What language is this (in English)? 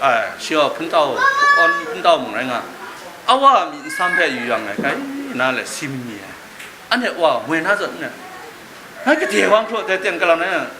Kachin